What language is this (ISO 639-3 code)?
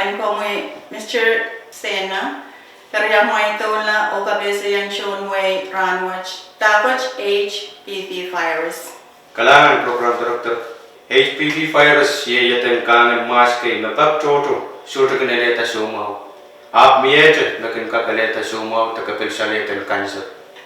pon